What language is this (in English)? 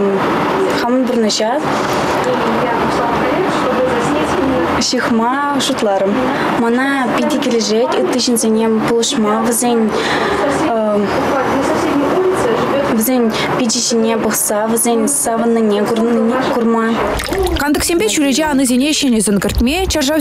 Chuvash